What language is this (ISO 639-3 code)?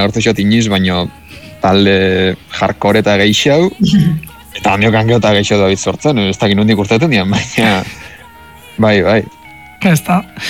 eus